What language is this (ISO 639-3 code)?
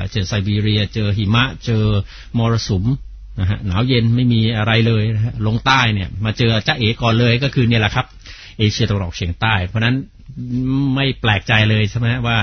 tha